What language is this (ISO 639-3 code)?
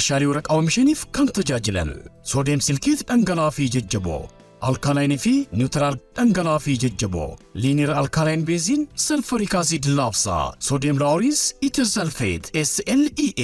orm